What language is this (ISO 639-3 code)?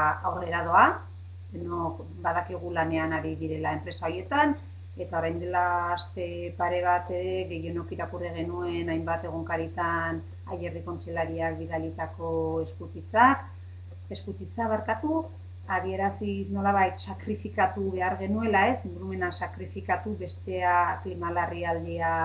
eus